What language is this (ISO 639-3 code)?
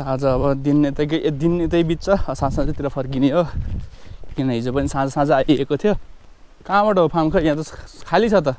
nep